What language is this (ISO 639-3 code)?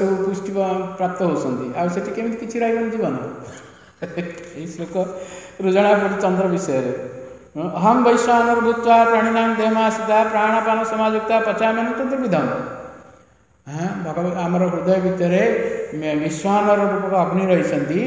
ori